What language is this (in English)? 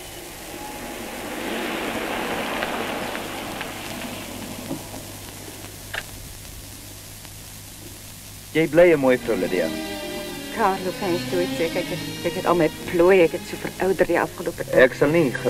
Afrikaans